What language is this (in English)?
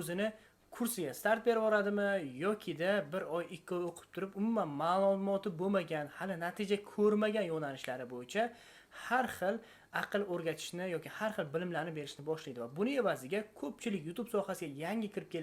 Uzbek